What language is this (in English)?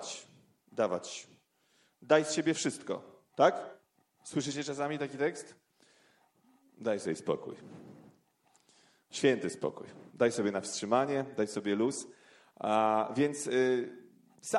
Polish